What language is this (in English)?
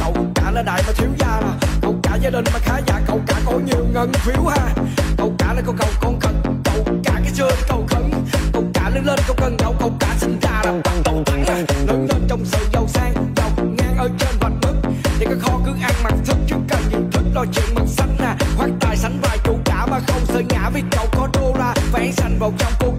Vietnamese